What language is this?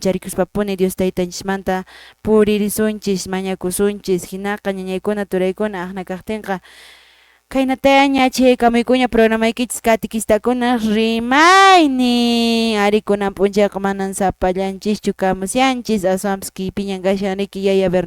Quechua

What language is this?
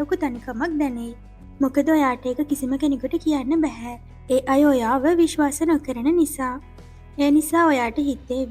Sinhala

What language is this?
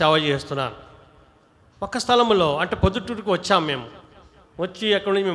Telugu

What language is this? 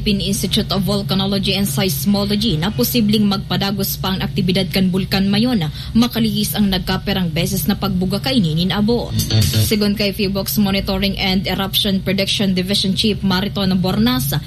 Bikol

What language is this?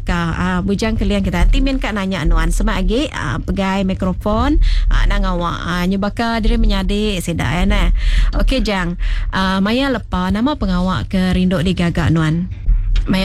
Iban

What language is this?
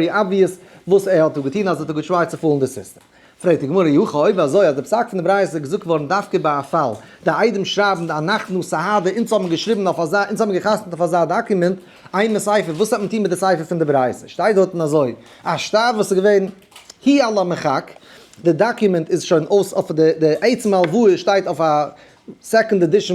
Yiddish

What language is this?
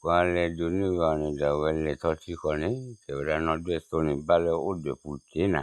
S'gaw Karen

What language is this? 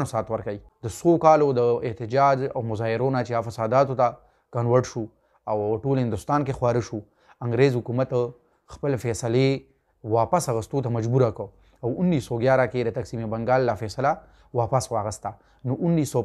Pashto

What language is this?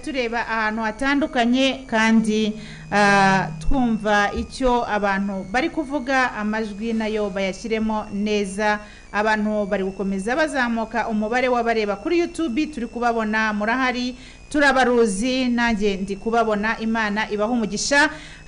Kinyarwanda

